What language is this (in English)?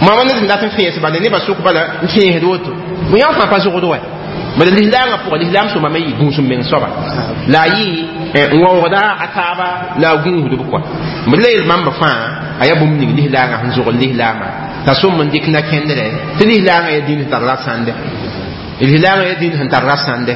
Mossi